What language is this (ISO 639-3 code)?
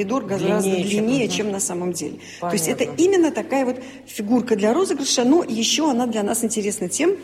rus